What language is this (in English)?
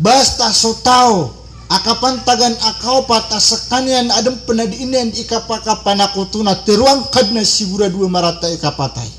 Maranao